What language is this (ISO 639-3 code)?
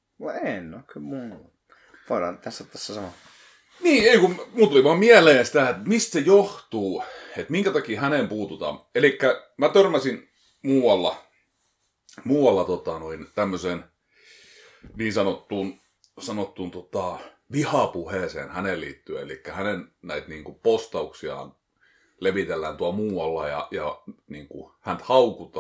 fin